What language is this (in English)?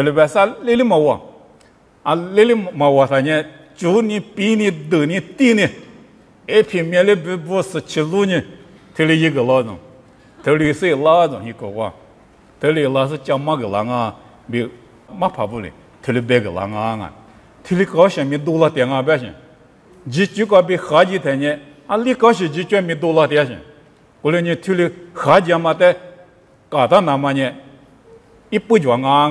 Lisu